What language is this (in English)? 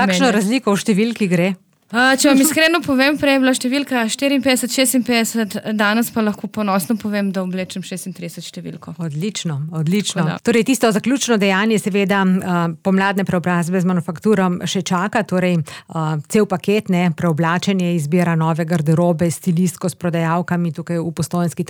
Slovenian